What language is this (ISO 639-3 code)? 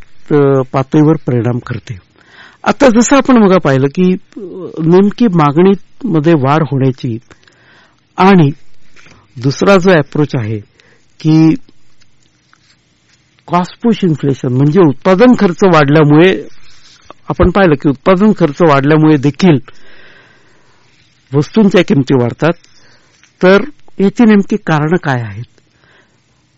mar